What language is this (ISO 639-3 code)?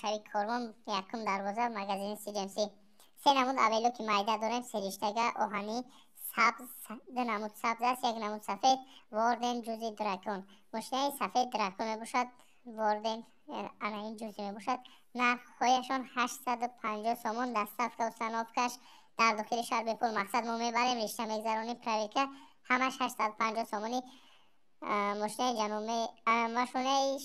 tgk